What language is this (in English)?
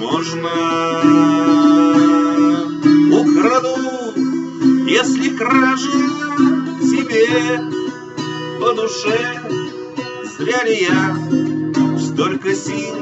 Russian